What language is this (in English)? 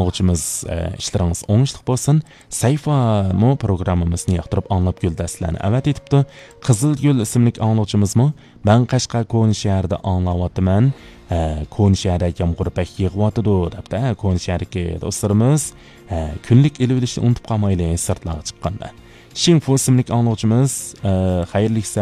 Uyghur